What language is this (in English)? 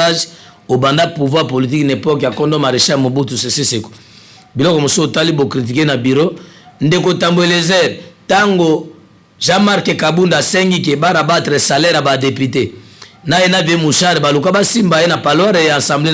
Lingala